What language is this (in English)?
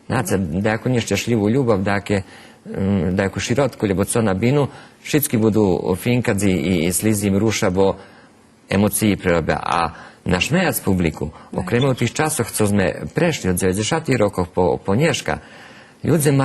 Rusyn